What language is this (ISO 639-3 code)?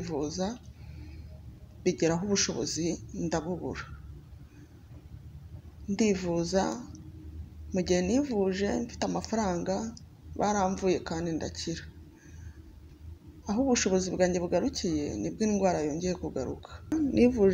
kin